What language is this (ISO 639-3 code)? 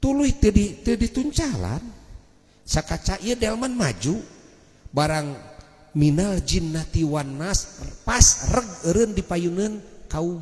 sun